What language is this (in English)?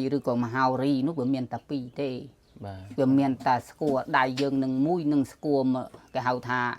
Khmer